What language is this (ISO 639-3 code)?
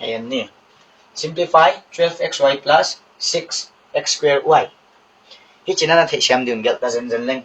pck